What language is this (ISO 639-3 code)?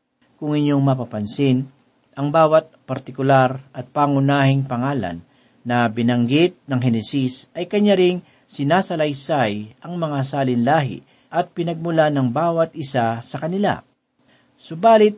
fil